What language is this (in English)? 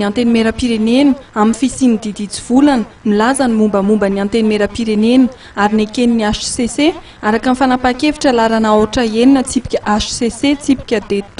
Malagasy